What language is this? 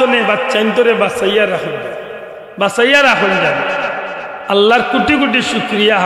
Sylheti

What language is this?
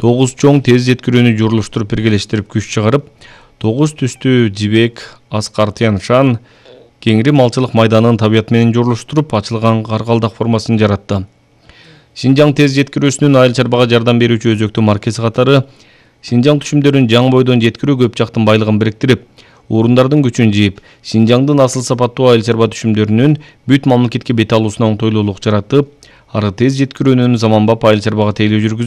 Kyrgyz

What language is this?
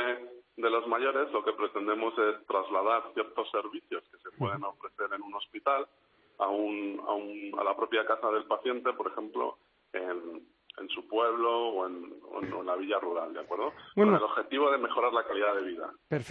Spanish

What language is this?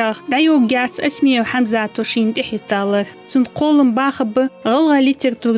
Ingush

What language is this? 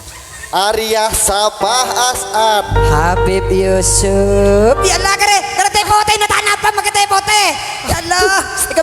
Madurese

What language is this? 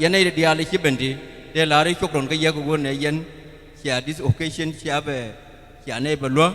Nuer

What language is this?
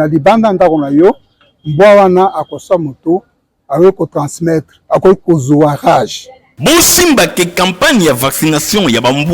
Lingala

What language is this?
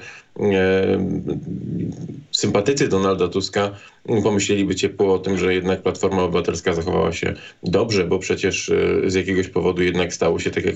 Polish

